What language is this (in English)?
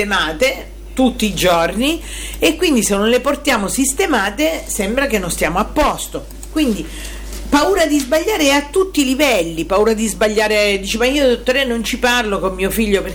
Italian